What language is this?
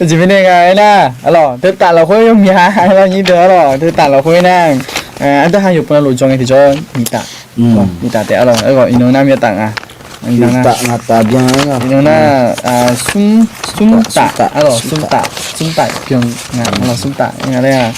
Akha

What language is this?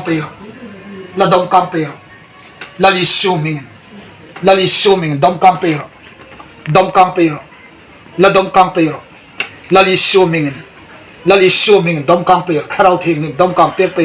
Hmar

